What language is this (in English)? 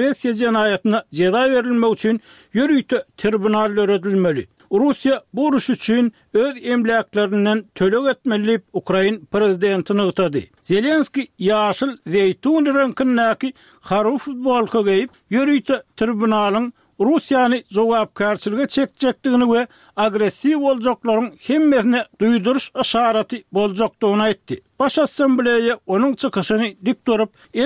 Turkmen